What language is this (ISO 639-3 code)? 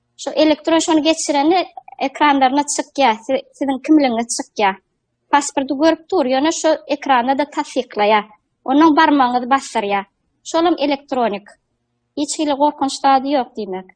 tuk